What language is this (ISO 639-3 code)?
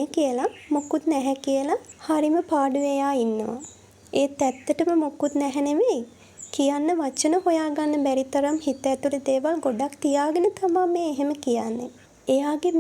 sin